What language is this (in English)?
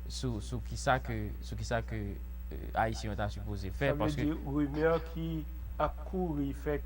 Haitian Creole